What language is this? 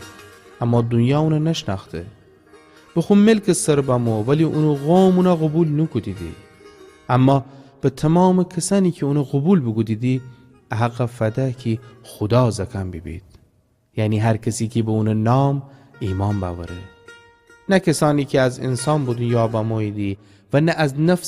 Gilaki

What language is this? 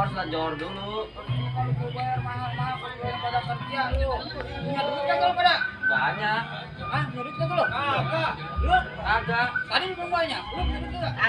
Betawi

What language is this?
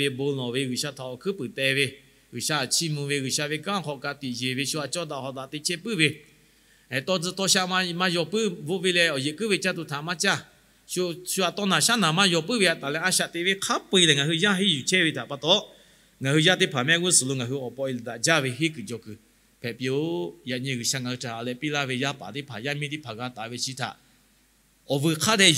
Lahu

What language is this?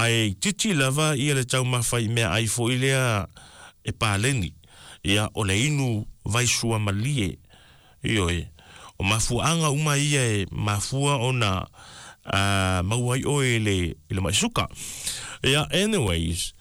Samoan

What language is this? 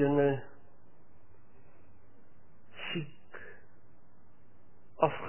Afrikaans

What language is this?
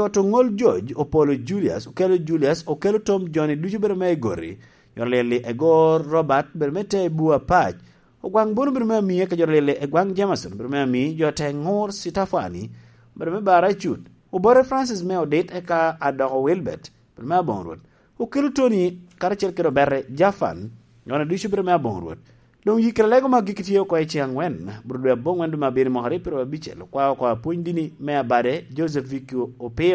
Lango (Uganda)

